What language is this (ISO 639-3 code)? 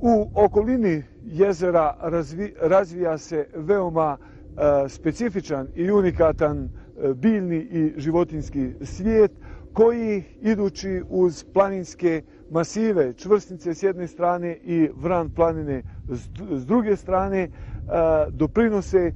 bos